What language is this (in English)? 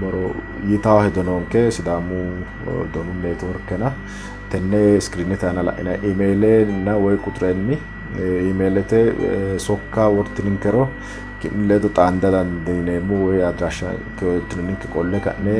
Sidamo